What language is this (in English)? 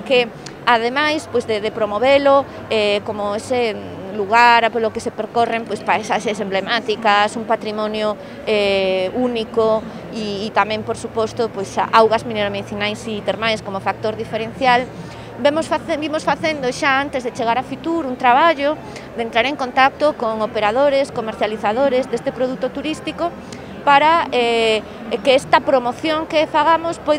Galician